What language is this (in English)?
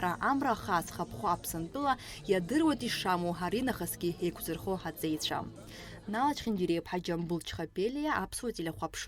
Abkhazian